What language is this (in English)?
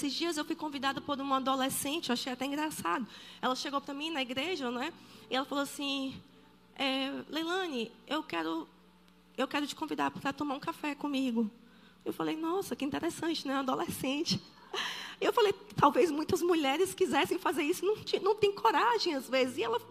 Portuguese